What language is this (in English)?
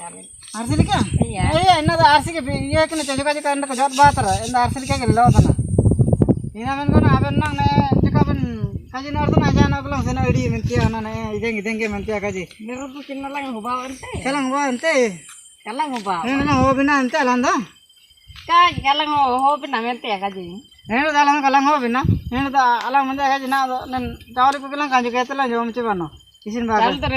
Ho